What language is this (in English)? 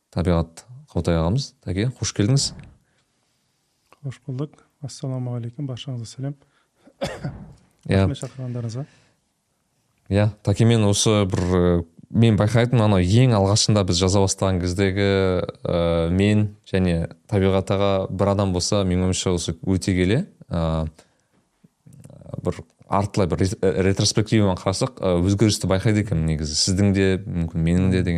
Kazakh